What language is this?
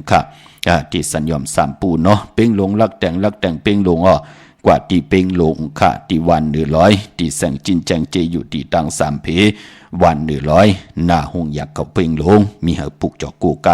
Shan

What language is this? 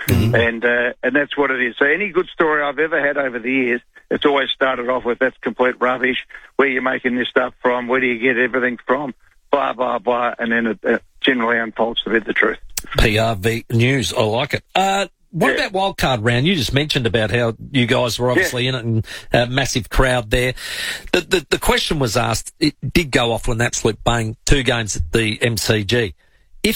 English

